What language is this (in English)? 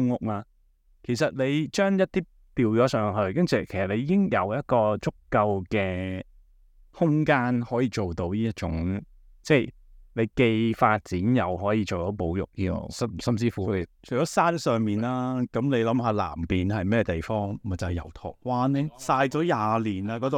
Cantonese